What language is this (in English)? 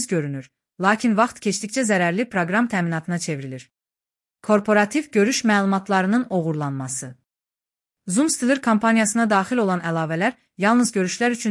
Azerbaijani